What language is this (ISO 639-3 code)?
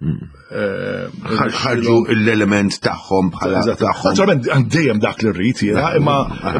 mlt